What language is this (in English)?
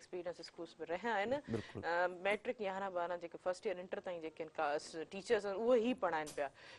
Sindhi